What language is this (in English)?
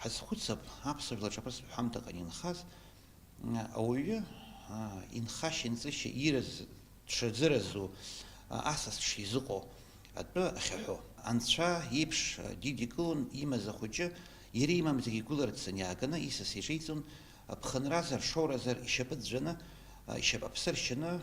Abkhazian